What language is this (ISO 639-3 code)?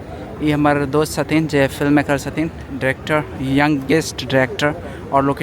mai